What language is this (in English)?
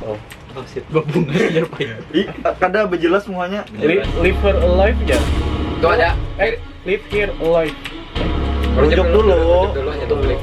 Banjar